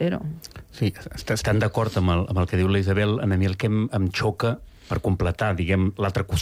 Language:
Catalan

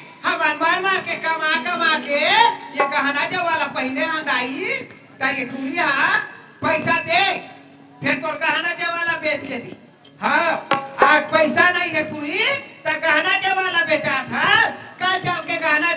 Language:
Chhattisgarhi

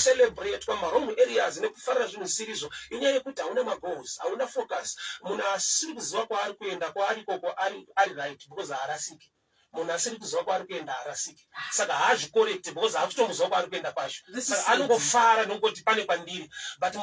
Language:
Shona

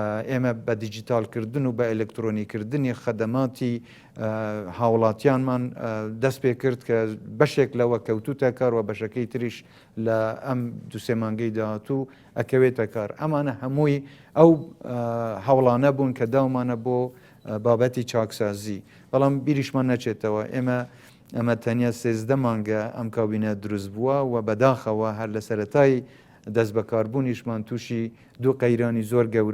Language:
Central Kurdish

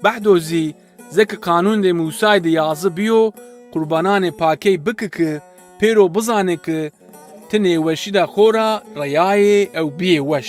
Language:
Zaza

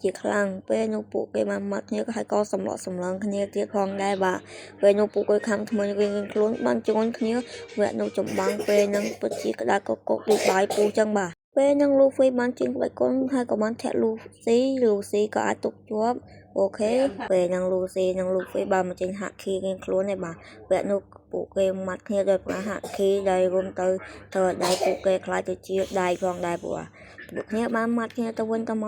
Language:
Khmer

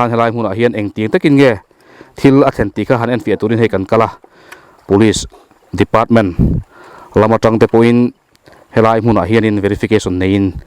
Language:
Mizo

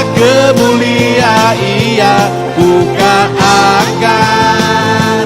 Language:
Iban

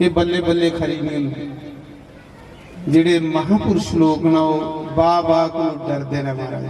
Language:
Dogri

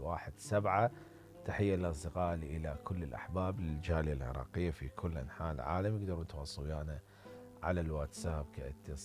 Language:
Mesopotamian Arabic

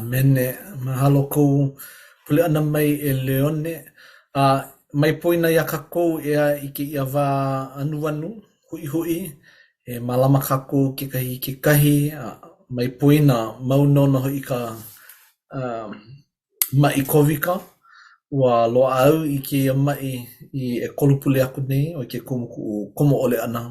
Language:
Hawaiian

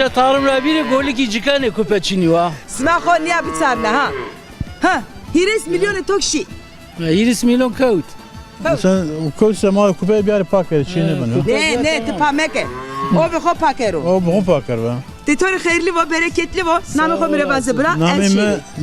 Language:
Zaza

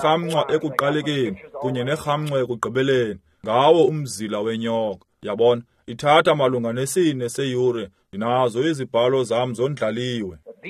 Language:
Xhosa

